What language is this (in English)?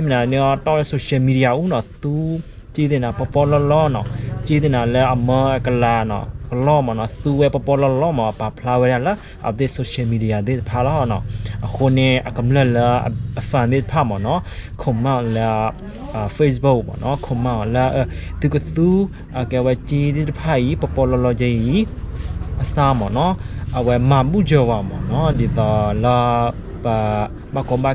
S'gaw Karen